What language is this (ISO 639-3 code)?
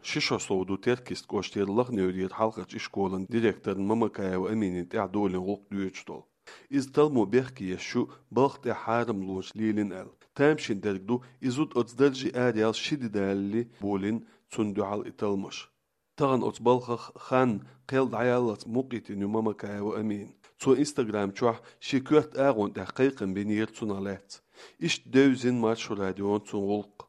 che